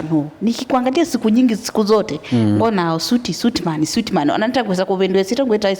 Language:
Kamba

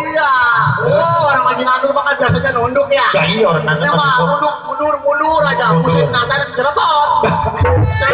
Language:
Betawi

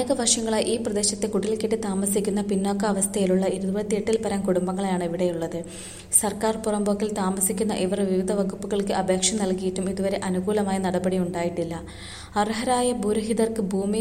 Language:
Malayalam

